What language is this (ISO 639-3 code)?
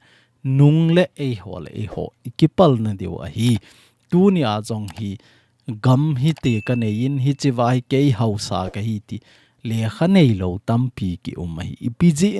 tcz